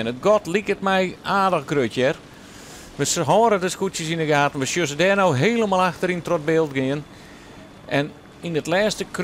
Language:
Western Frisian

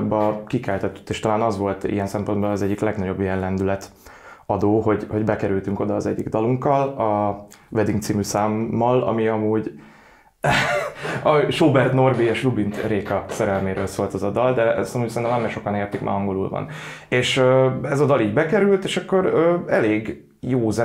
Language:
Hungarian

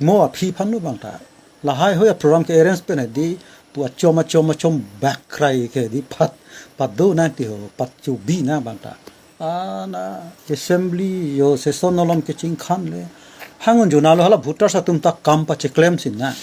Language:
Karbi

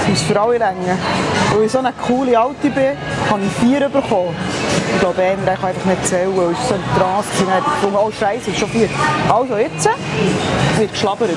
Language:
Swiss German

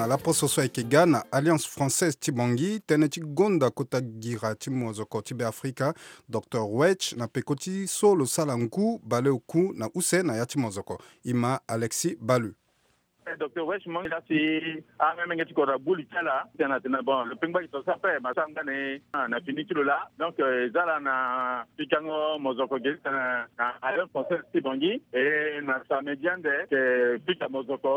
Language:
Sango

